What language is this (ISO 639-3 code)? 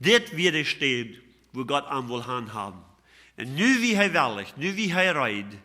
pdt